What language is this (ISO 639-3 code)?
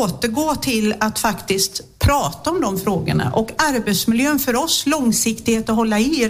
swe